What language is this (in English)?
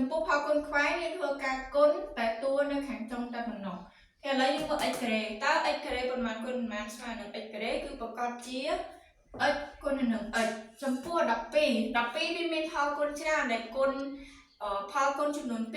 Khmer